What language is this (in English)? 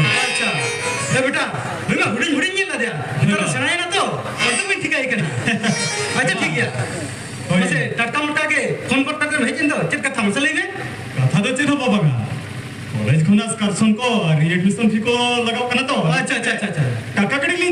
Santali